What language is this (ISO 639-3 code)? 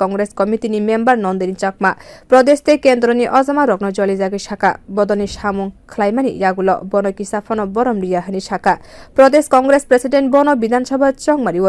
trp